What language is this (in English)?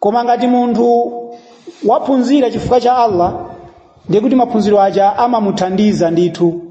Nyanja